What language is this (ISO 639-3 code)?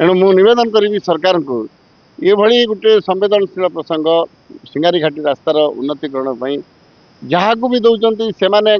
ori